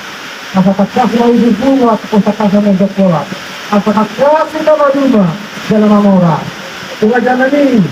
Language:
Batak Toba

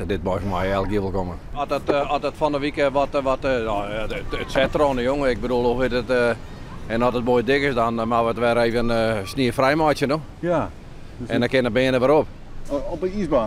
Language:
Western Frisian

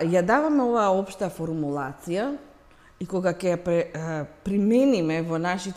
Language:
Macedonian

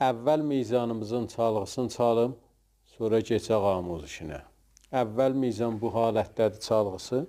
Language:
South Azerbaijani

